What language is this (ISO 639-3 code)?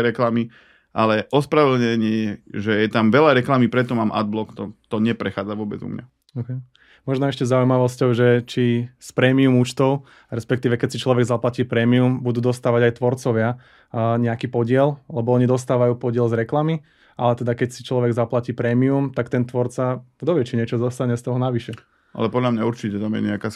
slk